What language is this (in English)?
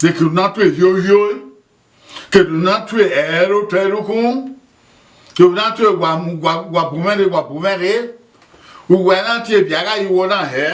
Bini